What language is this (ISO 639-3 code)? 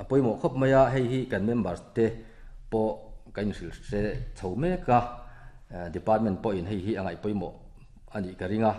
lus